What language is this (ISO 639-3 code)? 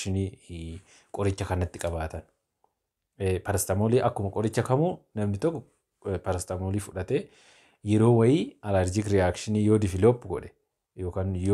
orm